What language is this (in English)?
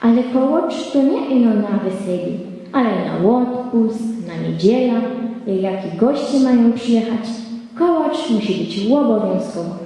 Silesian